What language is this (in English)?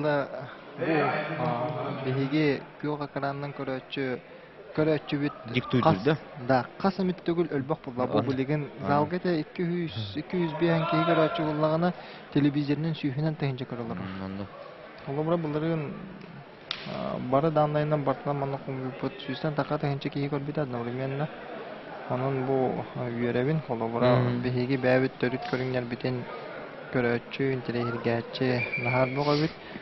Yakut